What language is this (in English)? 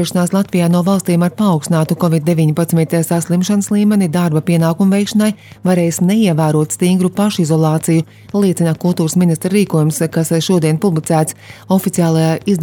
Latvian